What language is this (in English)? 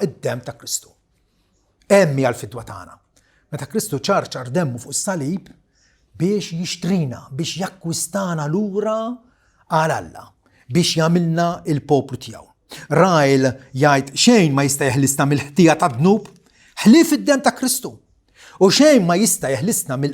Maltese